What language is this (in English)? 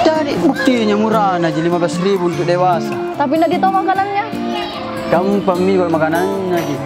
Makassar Malay